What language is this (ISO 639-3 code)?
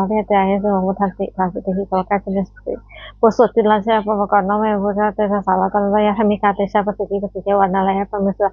pli